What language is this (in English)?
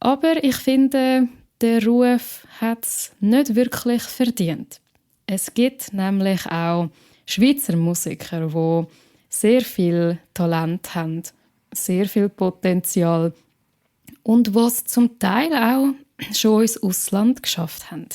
Swiss German